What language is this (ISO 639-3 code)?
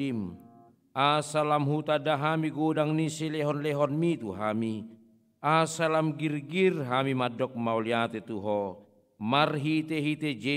bbc